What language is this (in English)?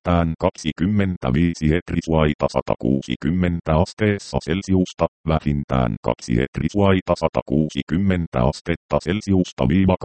Finnish